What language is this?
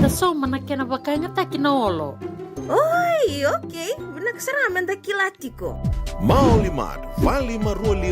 Fijian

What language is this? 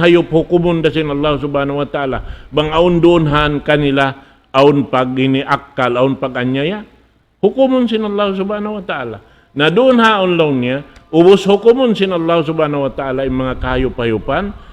Tausug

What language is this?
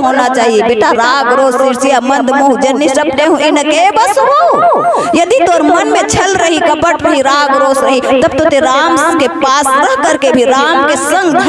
Chhattisgarhi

